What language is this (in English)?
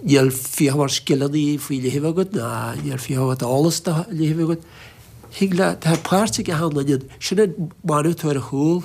Irish